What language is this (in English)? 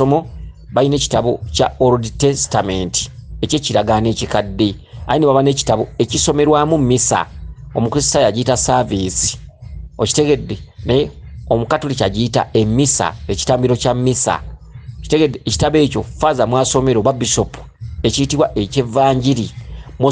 Ganda